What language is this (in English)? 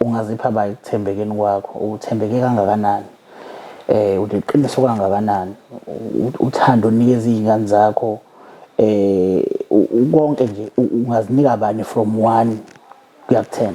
Zulu